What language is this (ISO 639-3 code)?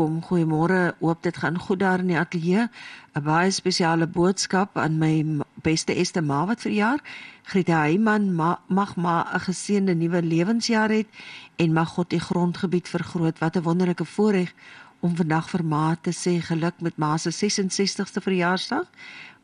afr